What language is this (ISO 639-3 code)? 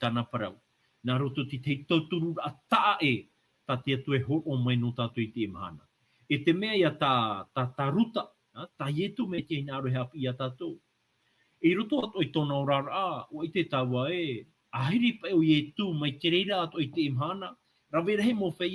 tah